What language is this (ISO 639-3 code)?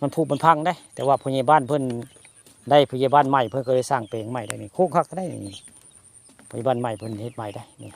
tts